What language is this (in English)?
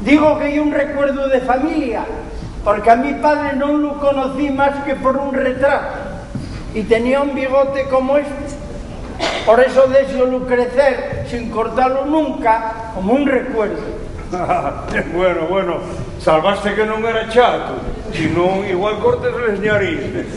Asturian